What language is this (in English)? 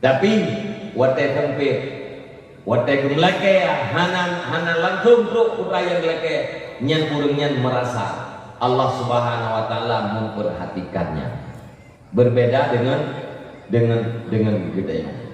Achinese